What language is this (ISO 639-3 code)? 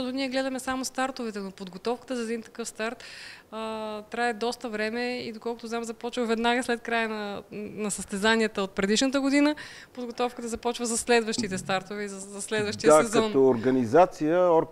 bul